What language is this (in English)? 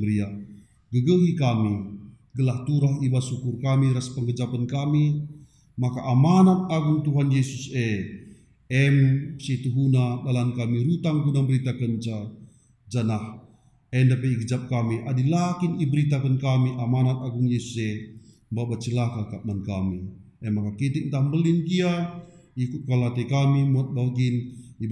Batak Karo